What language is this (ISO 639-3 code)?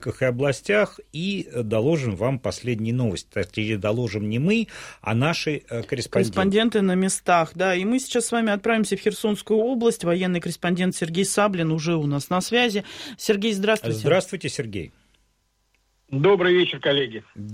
rus